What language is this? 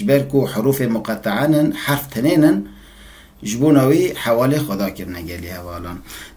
Kurdish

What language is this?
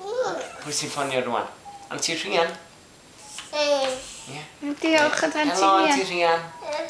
Welsh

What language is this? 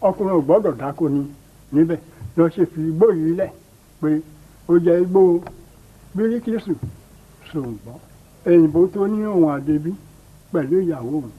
Yoruba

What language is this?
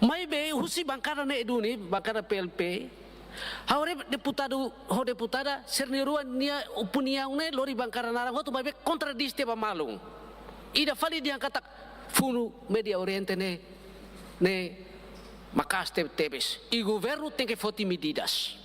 Tetum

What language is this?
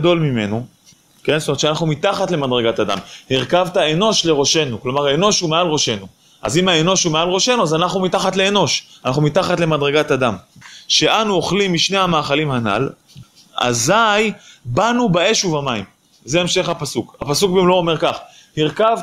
Hebrew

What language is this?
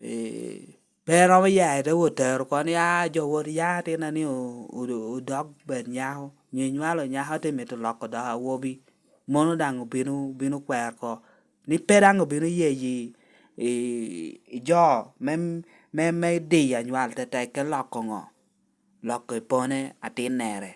Lango (Uganda)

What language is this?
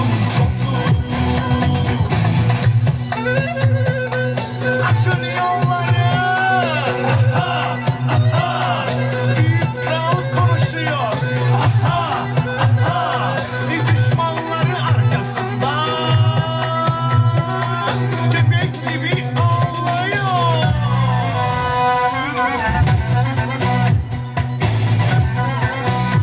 Turkish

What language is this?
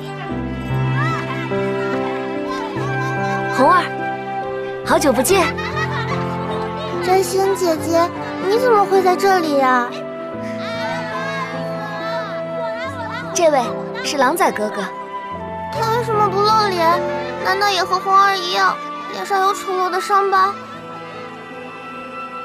Chinese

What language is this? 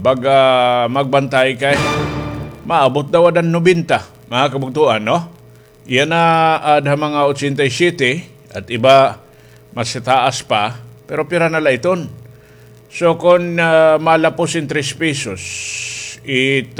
Waray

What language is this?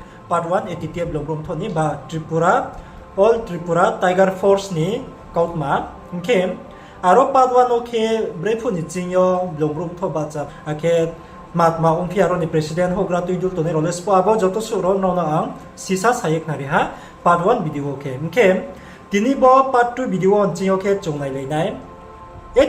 Riang (India)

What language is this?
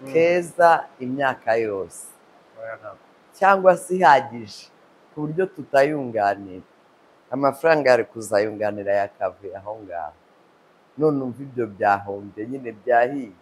Kinyarwanda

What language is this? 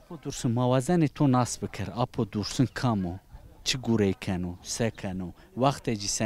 Zaza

